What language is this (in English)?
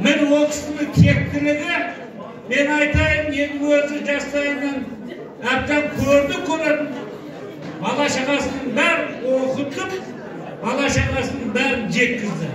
Kazakh